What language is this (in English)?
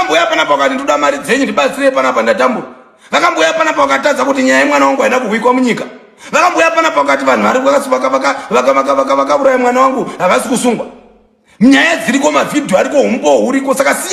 Shona